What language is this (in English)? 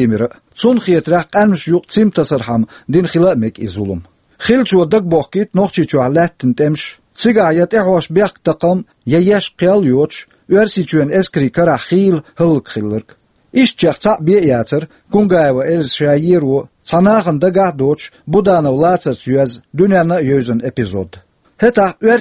Chechen